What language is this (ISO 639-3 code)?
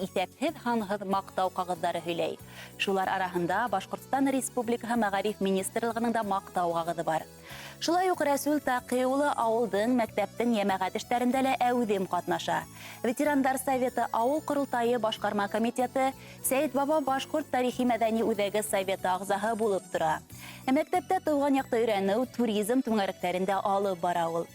bak